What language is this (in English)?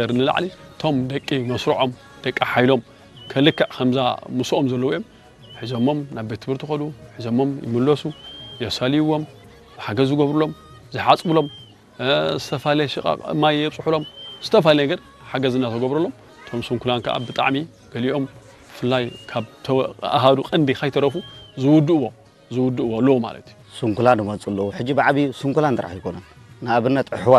Tigrinya